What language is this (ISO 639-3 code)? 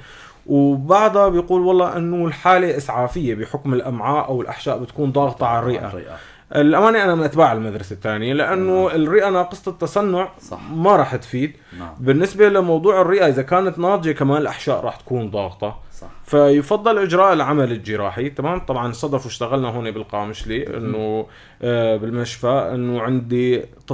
apc